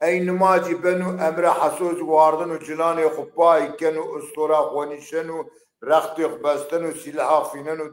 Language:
Zaza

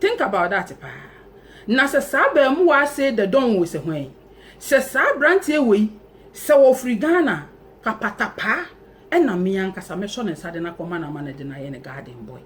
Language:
Akan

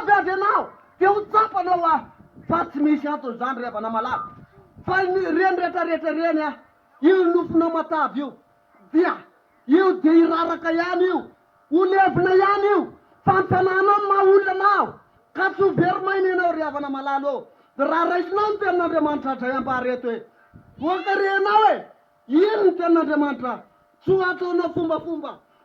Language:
Malagasy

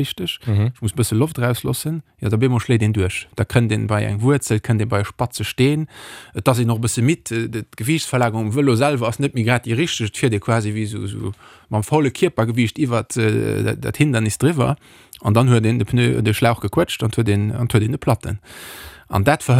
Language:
Luxembourgish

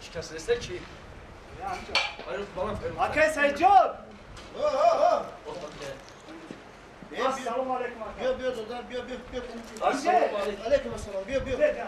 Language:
Tajik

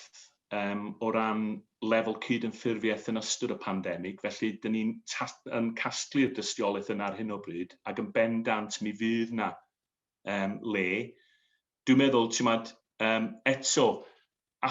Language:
Welsh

